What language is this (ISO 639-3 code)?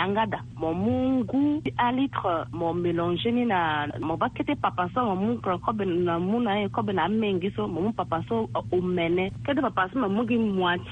sag